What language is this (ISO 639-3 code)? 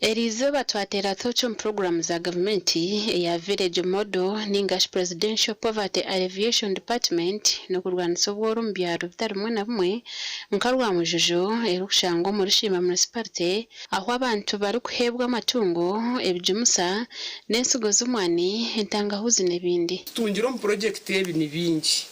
nyn